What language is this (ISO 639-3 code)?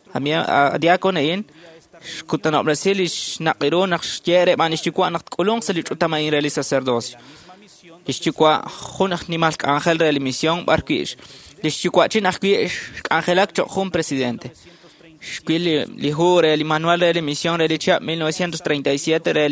kek